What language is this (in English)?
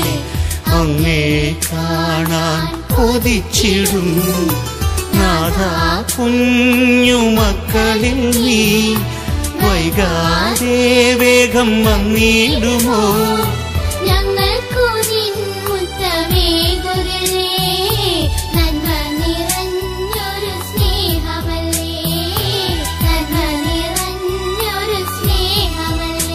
Malayalam